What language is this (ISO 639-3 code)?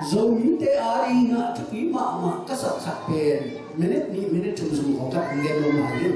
ctd